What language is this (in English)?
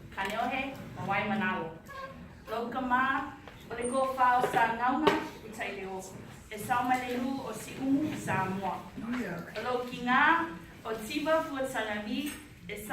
Samoan